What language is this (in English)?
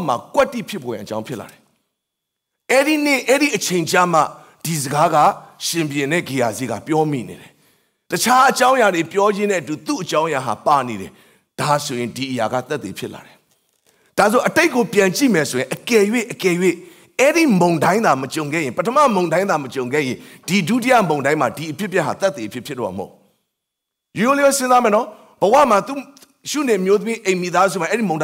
Burmese